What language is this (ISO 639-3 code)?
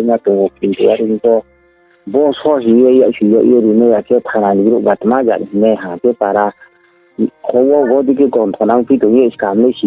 ria